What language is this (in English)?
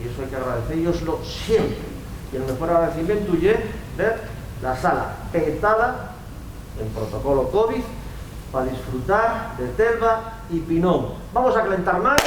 Asturian